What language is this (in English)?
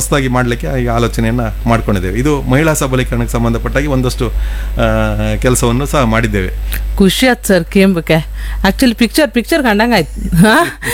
Kannada